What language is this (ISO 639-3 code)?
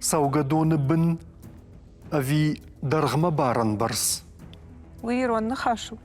oss